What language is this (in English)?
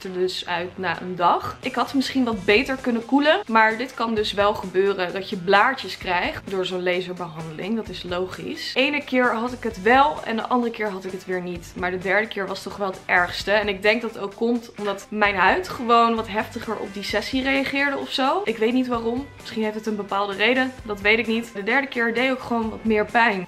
Dutch